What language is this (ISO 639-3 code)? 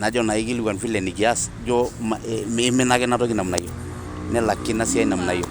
mas